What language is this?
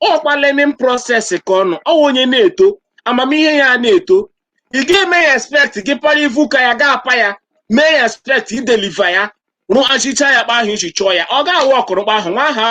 Igbo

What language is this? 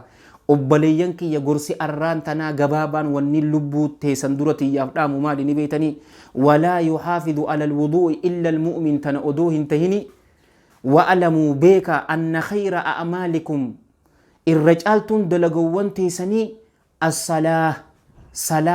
Oromo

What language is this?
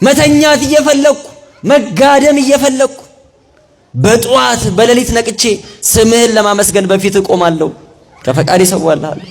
Amharic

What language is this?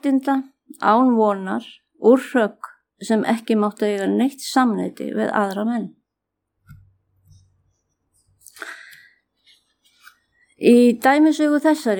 Icelandic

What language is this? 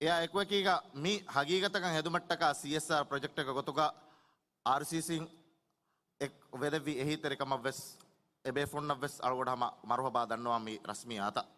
Divehi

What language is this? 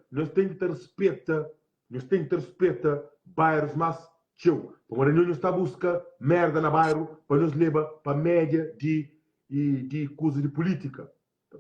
Kabuverdianu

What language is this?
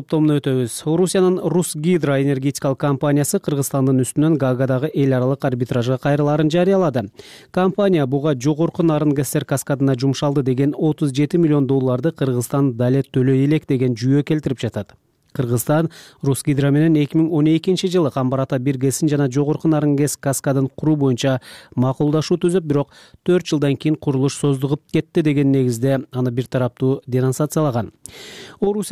Kyrgyz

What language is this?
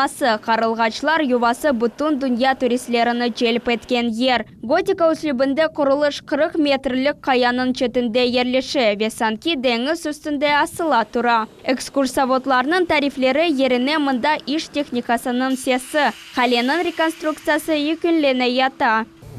Crimean Tatar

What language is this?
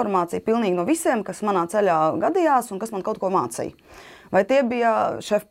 Latvian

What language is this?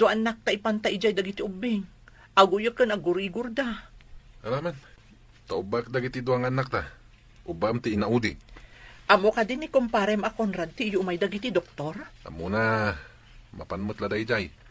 Iloko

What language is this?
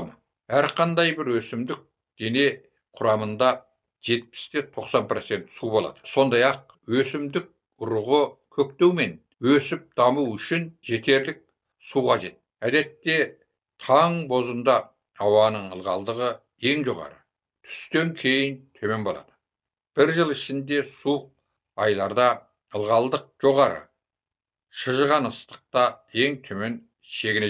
Kazakh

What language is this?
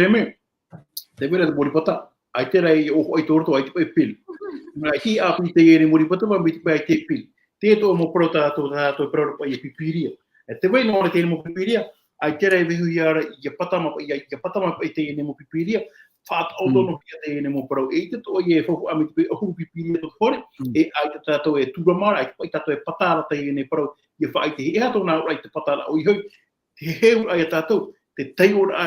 Tahitian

